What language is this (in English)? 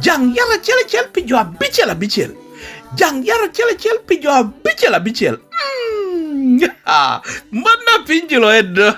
Lango (Uganda)